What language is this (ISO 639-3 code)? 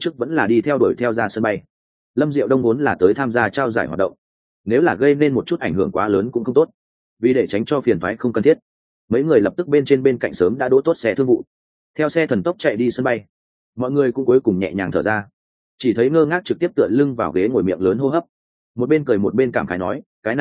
vie